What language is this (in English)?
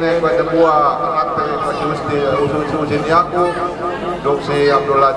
Yakan